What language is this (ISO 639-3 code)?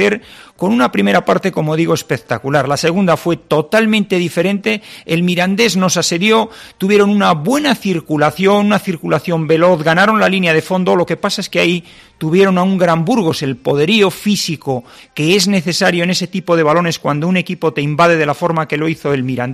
spa